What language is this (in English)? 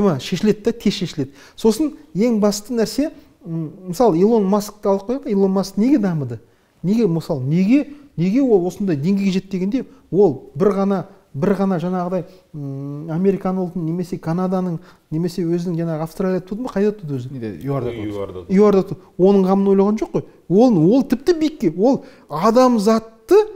Kazakh